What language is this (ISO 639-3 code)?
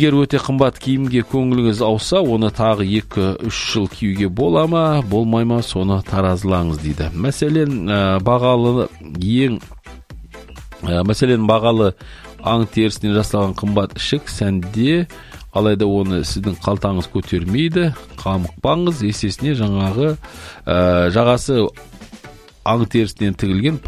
kaz